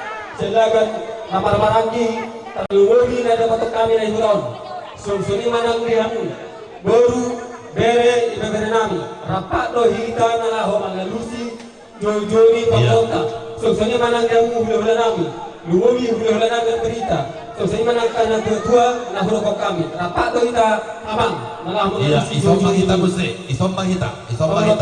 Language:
Batak Toba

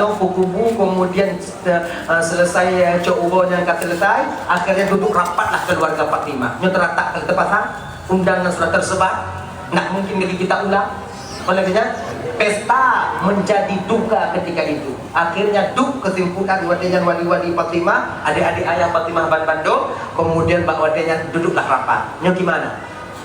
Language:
Achinese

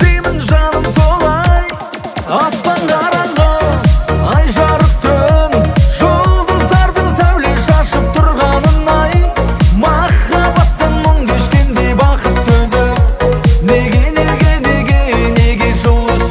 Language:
Kazakh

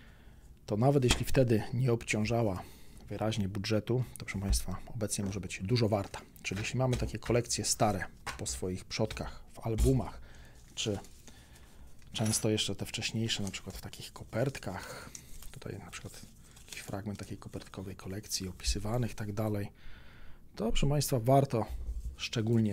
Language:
Polish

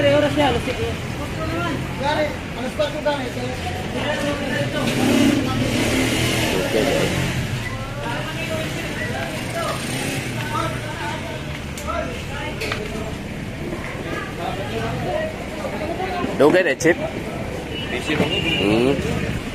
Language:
Filipino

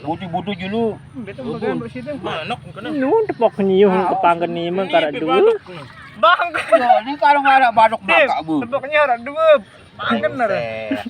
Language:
Sasak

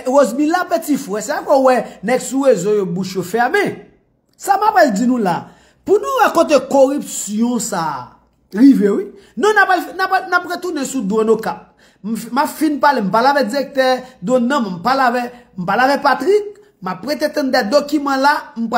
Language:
Haitian Creole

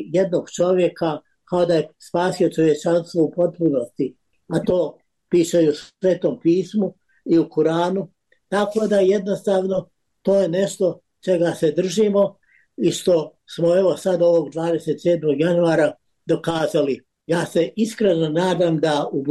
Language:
Bosnian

